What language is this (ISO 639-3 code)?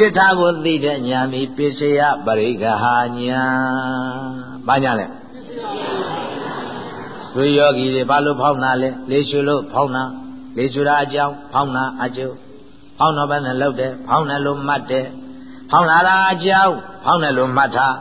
mya